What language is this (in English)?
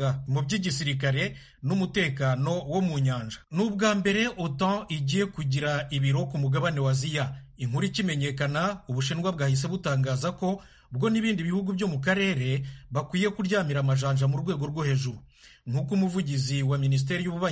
Kinyarwanda